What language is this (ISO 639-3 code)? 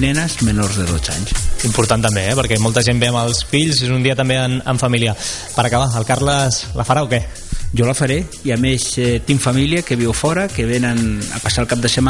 cat